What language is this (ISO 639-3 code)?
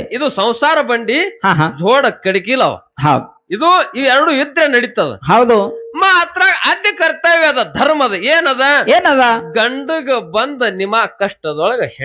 kan